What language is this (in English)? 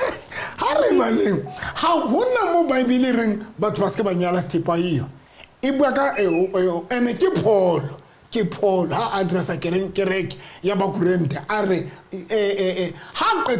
Southern Sotho